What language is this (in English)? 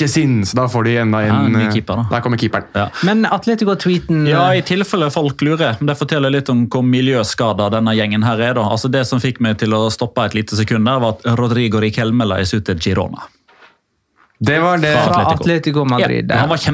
Norwegian